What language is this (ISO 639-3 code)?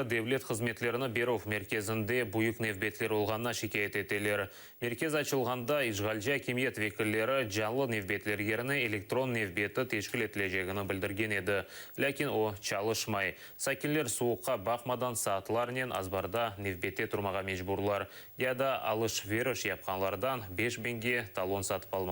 crh